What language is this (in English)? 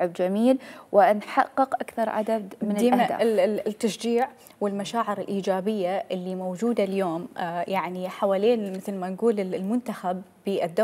Mesopotamian Arabic